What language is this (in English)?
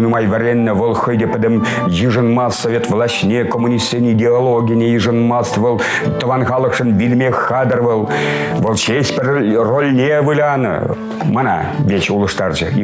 Chuvash